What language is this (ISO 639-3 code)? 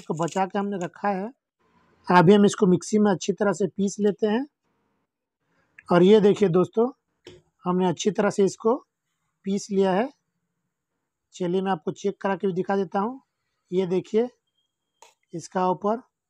hin